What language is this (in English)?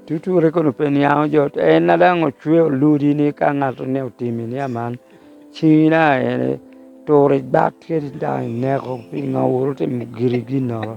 Lango (Uganda)